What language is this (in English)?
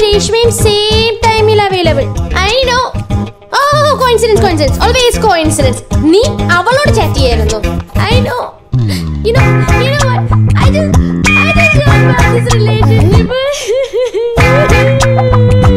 Malayalam